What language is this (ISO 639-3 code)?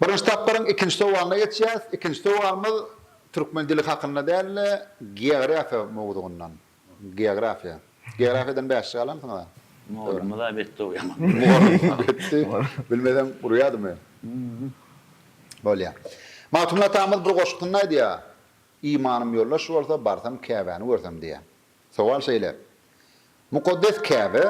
tuk